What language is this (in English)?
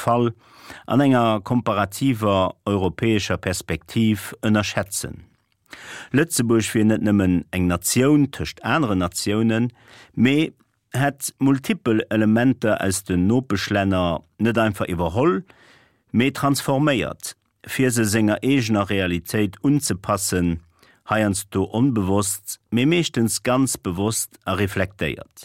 Luxembourgish